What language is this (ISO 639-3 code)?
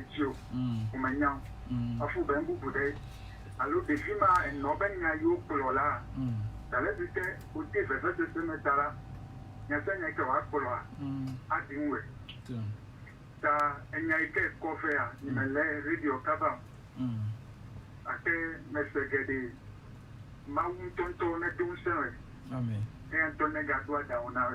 ewe